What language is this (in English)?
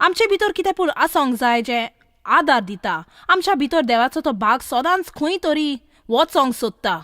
Konkani